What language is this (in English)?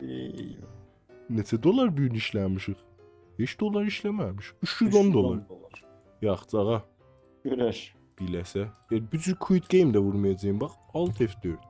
South Azerbaijani